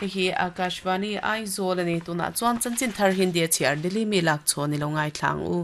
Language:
Mizo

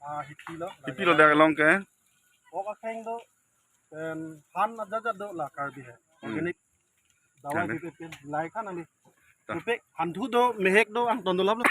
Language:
Karbi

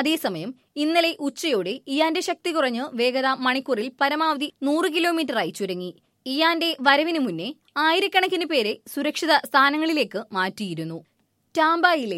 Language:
Malayalam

